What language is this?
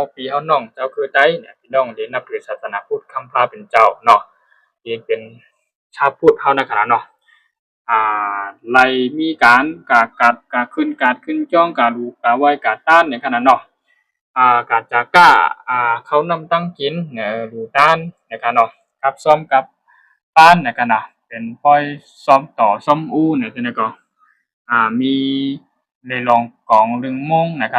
Shan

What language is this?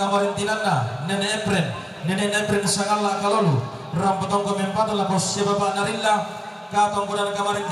Toraja-Sa'dan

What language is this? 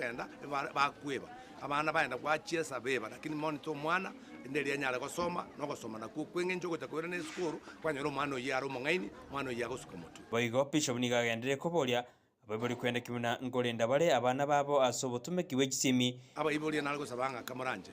Gusii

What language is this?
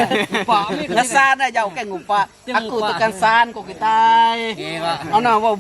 Iban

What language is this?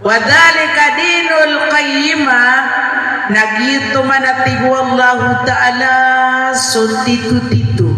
Maranao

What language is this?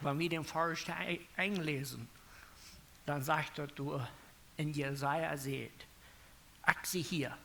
Plautdietsch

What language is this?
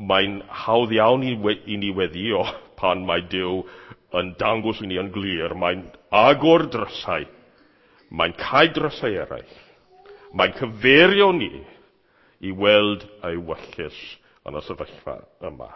Welsh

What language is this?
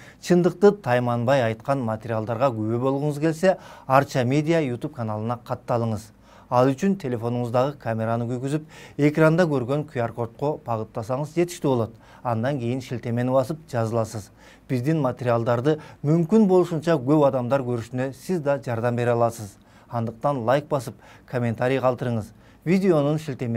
Kyrgyz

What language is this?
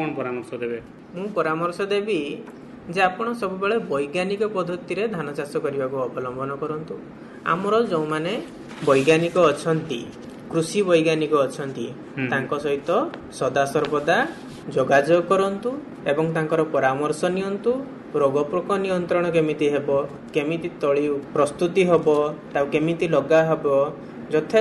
Odia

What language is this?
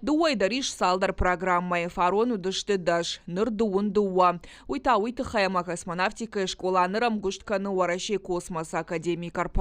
Ossetic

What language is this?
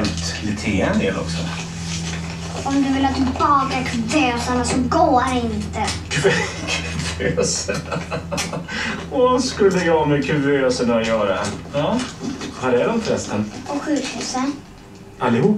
Swedish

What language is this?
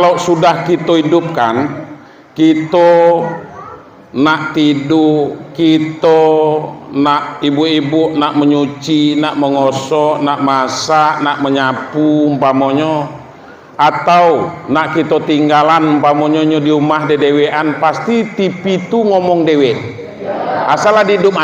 Minangkabau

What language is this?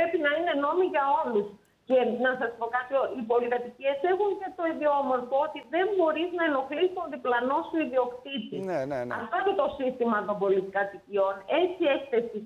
Greek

